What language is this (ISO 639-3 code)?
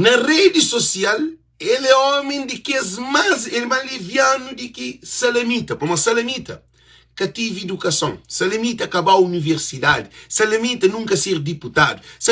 kea